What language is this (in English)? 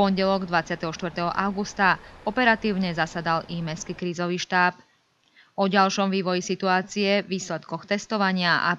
Slovak